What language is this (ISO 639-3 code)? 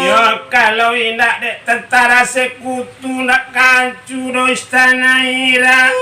min